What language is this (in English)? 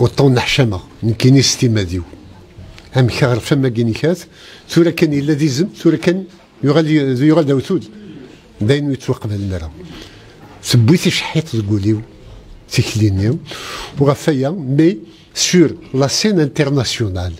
Kabyle